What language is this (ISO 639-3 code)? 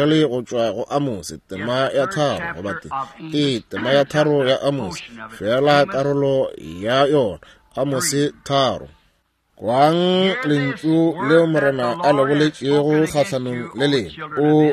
nso